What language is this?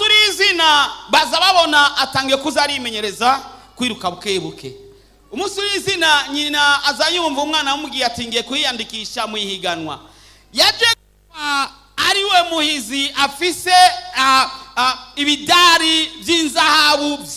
Rundi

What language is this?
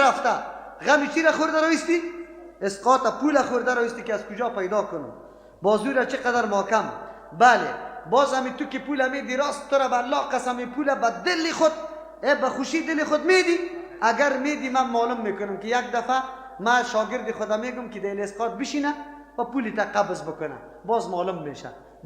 Persian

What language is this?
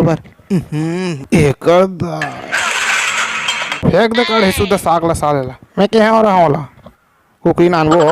Chhattisgarhi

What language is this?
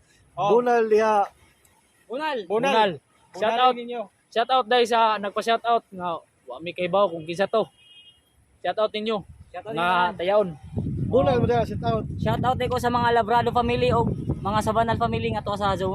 Cebuano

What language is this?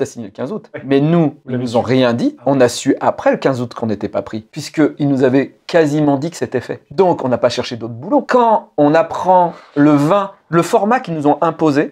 French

